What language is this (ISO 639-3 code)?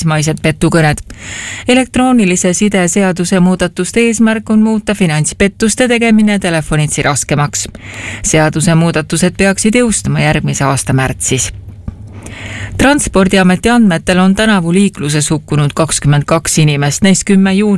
est